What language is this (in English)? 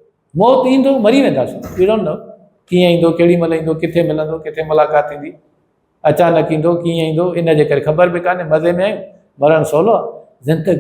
Sindhi